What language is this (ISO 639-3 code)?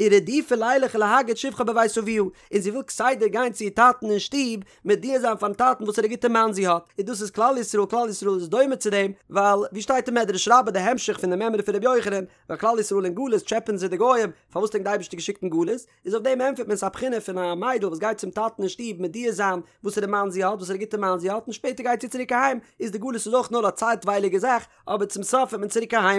yid